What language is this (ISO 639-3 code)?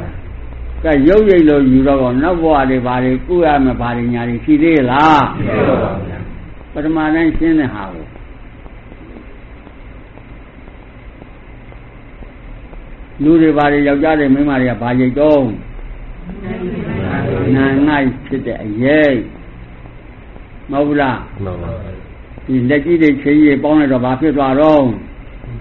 mya